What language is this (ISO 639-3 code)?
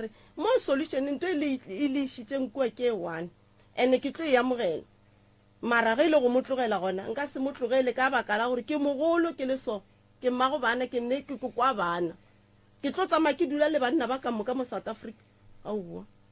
nso